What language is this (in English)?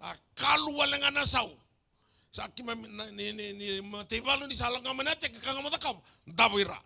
Fijian